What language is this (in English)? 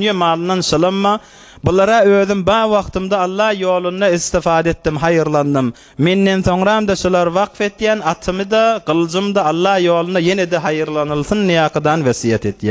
Turkmen